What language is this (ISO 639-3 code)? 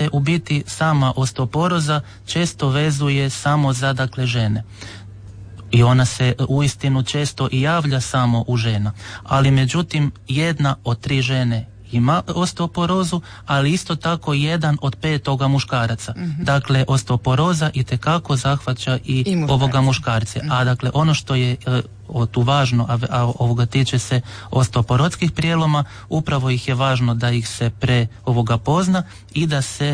hrv